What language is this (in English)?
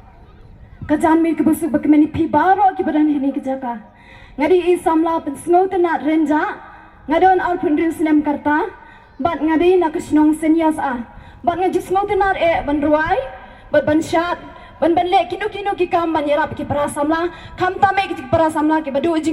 Khasi